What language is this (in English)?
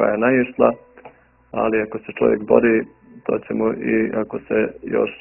Bosnian